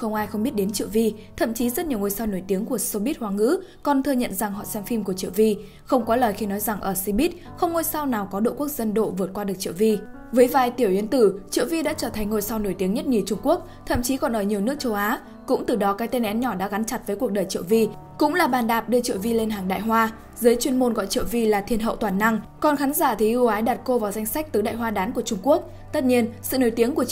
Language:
Vietnamese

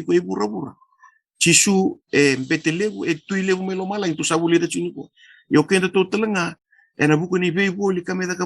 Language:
Fijian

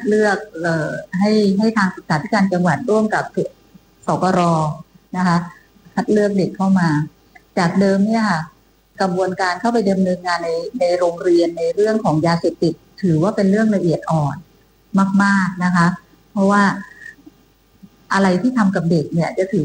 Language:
Thai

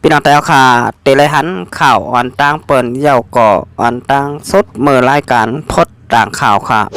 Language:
Shan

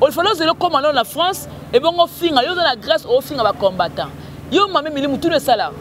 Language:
Lingala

